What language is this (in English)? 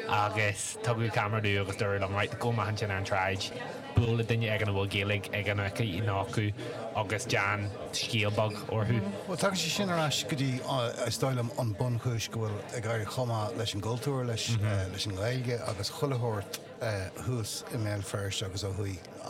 Irish